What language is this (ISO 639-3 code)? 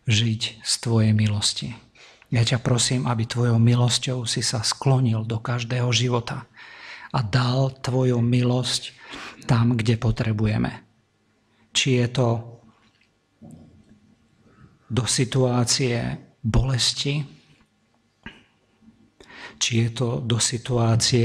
slk